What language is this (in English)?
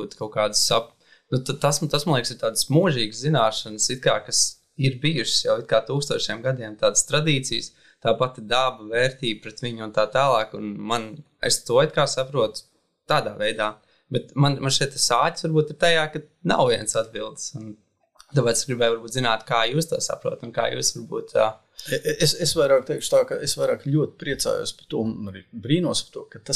Latvian